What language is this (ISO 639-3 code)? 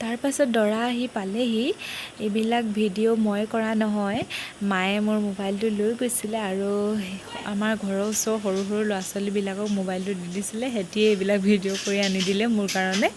asm